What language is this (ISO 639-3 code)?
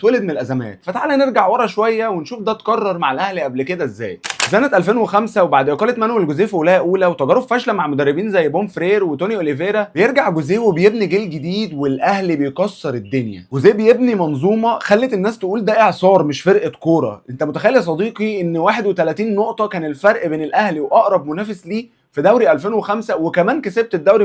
arz